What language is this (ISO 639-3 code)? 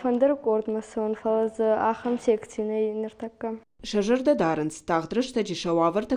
oss